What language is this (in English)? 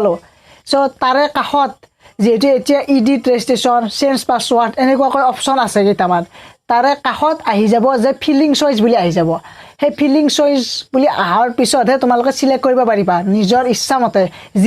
Assamese